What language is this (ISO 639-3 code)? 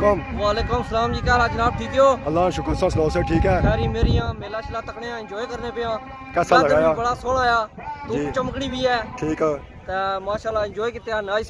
phr